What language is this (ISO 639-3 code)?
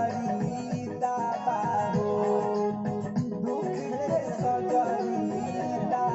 bho